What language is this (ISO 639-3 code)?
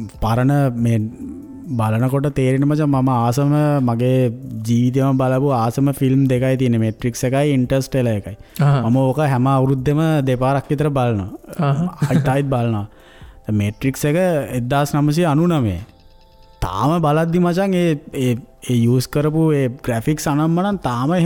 sin